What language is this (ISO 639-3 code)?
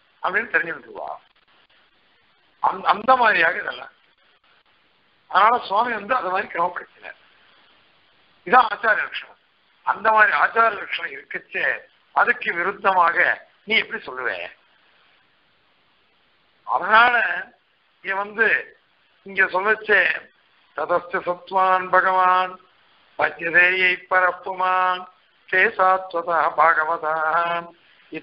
tam